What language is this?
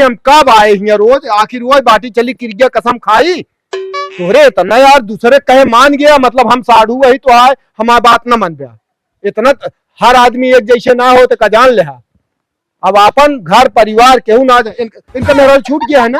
Awadhi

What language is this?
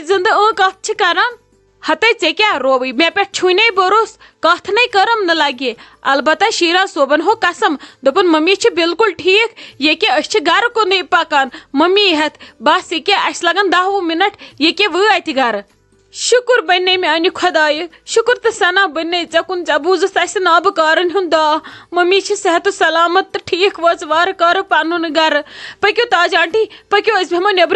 Kashmiri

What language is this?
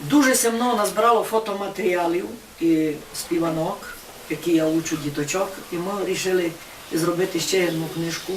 Rusyn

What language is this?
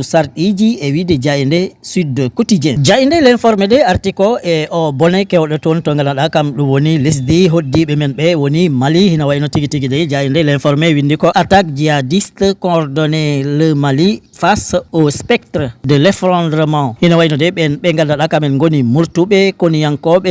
Fula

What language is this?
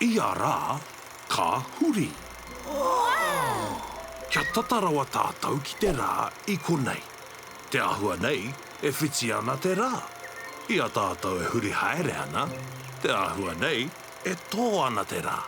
Māori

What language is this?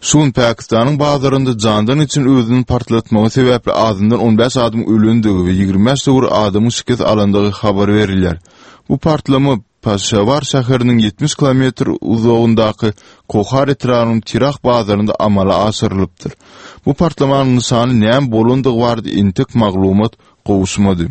Turkmen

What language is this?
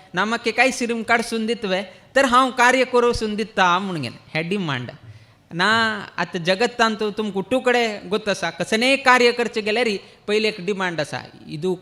Konkani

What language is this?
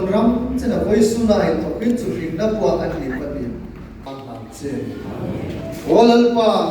Hmar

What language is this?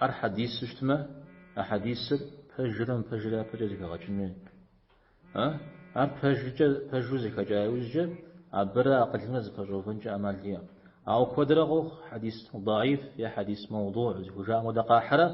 Kabardian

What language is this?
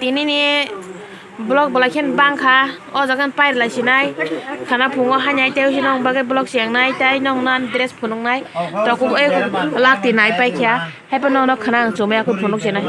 Kok Borok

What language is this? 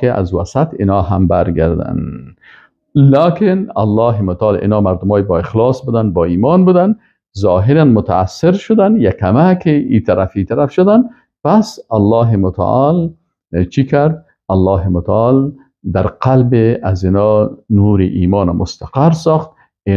Persian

